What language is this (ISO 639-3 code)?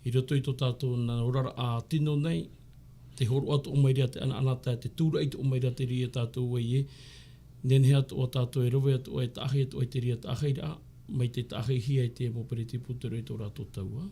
tah